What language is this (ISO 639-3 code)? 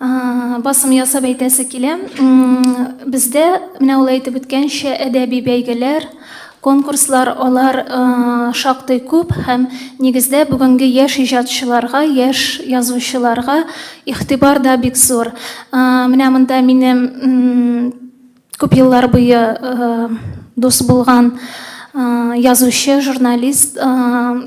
tat